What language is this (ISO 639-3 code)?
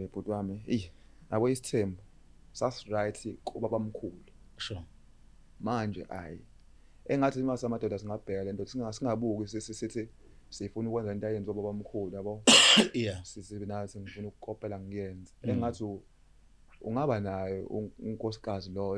zul